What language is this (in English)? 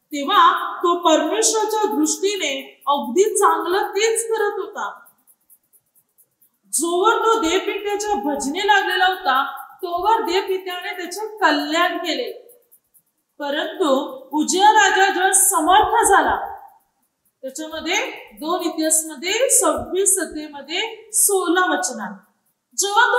Marathi